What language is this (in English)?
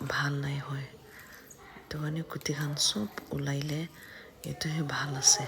Naga Pidgin